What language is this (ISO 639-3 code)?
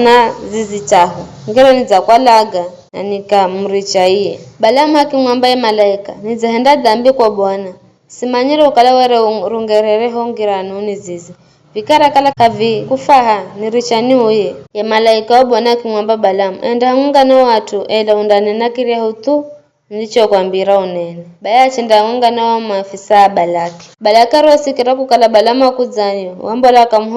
nyf